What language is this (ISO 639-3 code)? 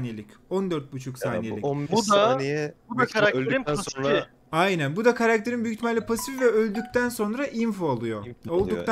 tur